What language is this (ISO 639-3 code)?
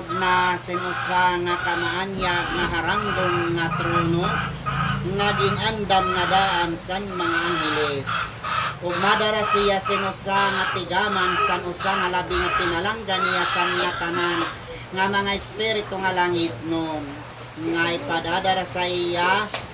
war